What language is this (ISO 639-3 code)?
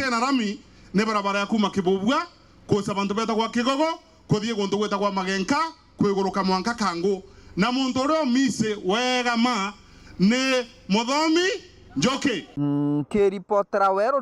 mer